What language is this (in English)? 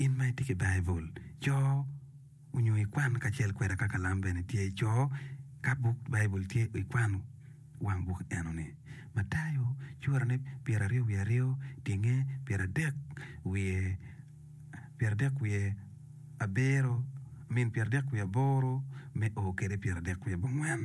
Acoli